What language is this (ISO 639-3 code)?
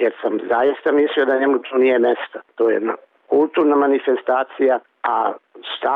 bos